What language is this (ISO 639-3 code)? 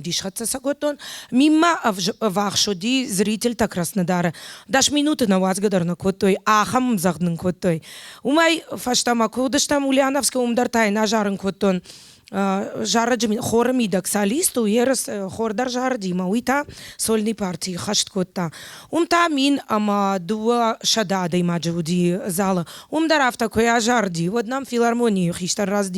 oss